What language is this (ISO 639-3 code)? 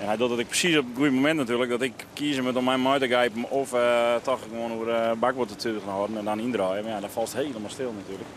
fry